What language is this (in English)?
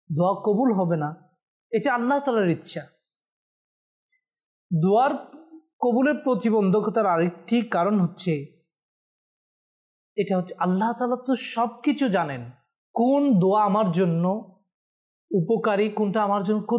Bangla